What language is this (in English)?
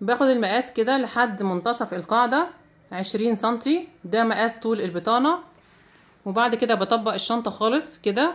Egyptian Arabic